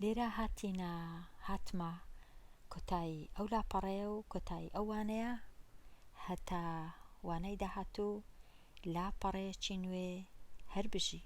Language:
Central Kurdish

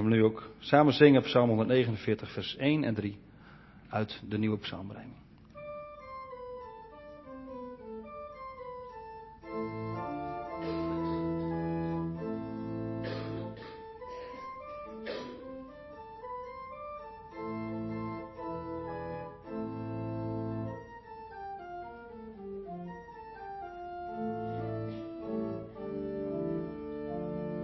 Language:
Dutch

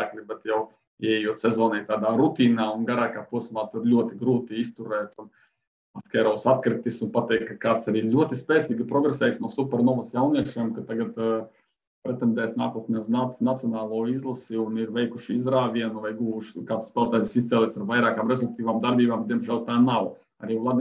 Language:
Latvian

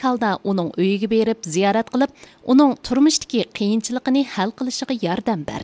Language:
Uyghur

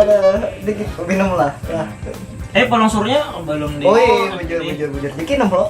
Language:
Banjar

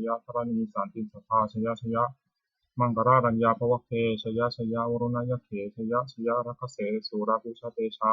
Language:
Pali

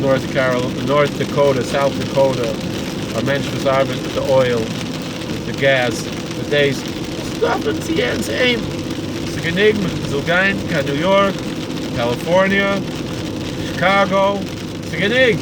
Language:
Yiddish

